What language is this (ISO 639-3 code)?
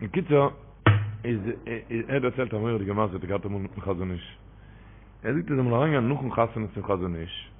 yid